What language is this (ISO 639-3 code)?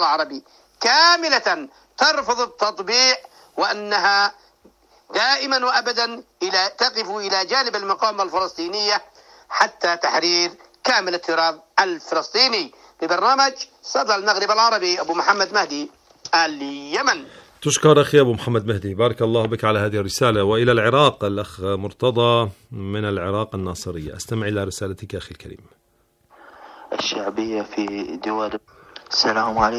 ara